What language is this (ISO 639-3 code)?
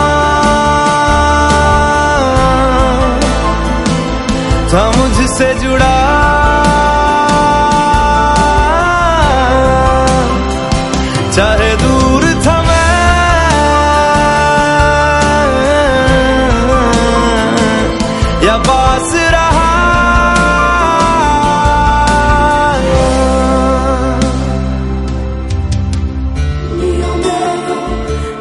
hin